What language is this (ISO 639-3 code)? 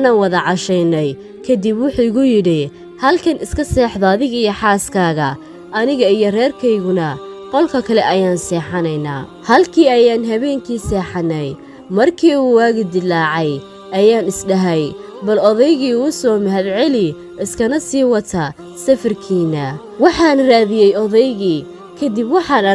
som